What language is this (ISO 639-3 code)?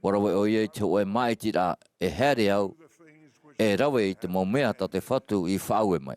tah